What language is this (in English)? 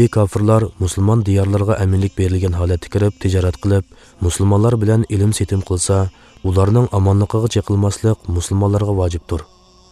Uyghur